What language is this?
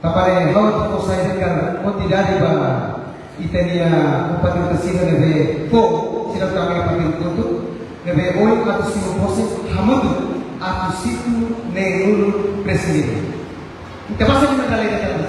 Tetum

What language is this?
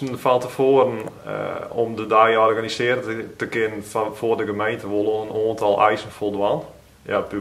Dutch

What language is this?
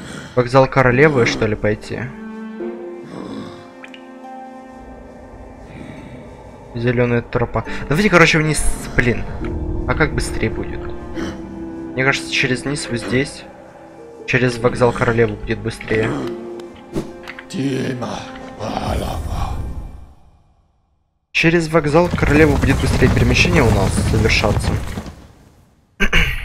Russian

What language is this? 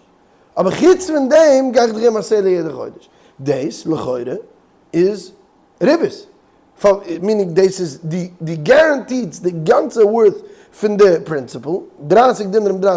Yiddish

